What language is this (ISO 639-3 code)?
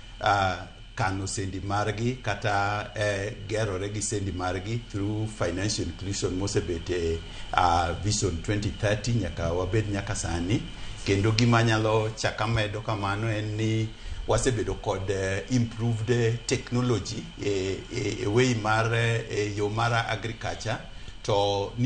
luo